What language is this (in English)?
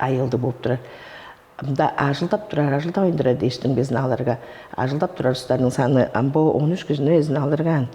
Tuvinian